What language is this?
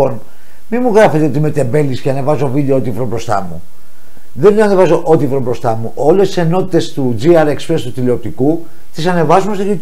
Greek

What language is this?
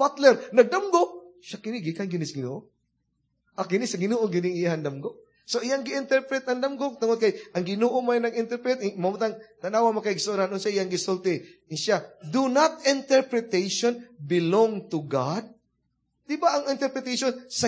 Cebuano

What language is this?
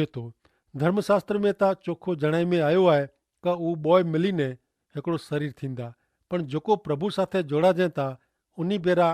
Kachhi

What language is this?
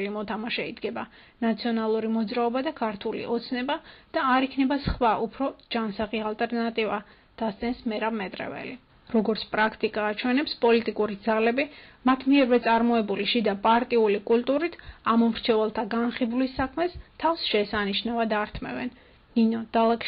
Georgian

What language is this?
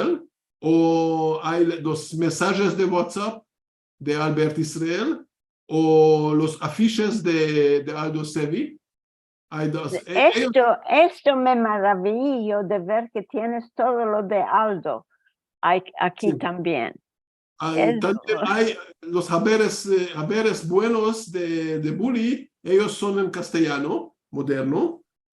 Ladino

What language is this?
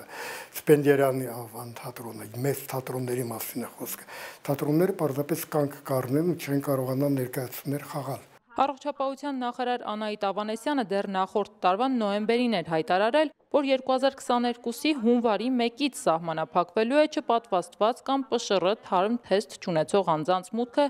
Armenian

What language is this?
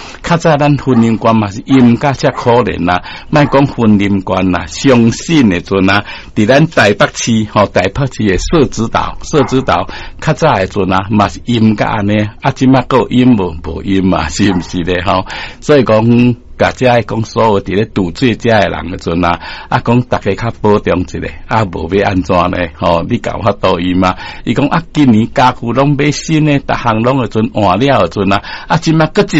Min Nan Chinese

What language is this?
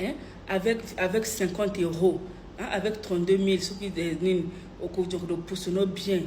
Lingala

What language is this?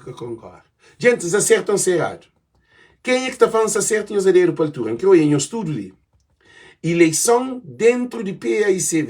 Kabuverdianu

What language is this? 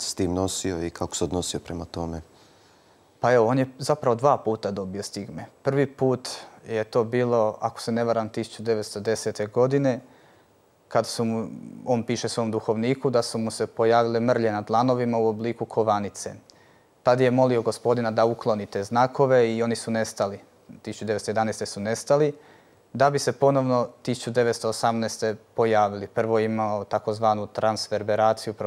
Croatian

